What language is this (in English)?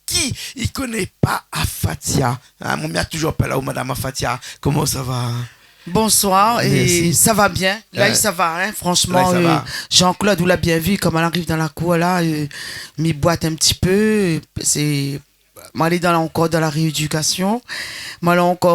Réunion Creole French